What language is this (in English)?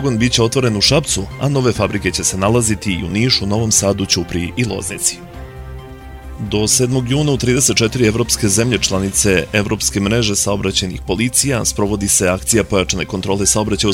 Serbian